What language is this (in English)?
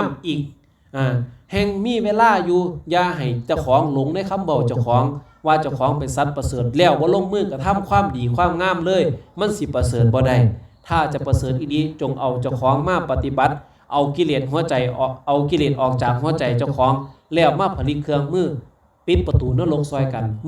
Lao